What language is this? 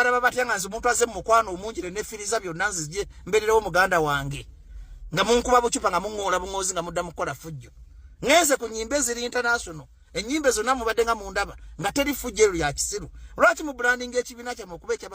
Ganda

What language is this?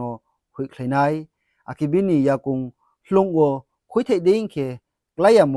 Riang (India)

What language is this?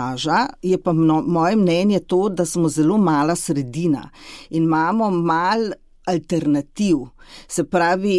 Slovenian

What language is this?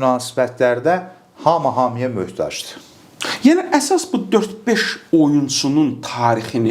Azerbaijani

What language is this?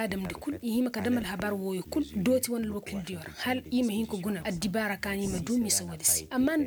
Koyraboro Senni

